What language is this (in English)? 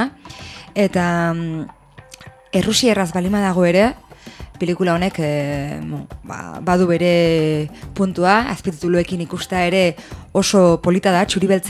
Basque